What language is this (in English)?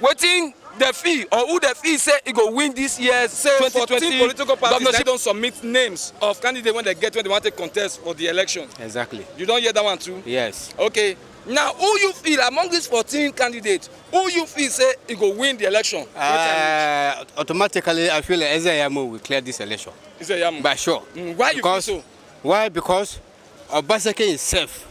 Nigerian Pidgin